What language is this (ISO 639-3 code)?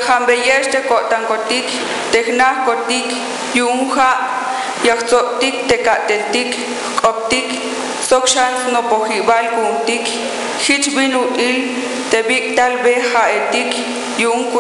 tzh